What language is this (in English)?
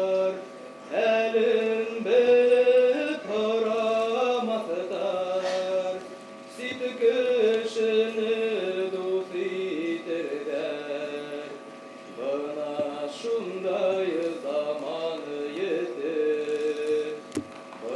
Bashkir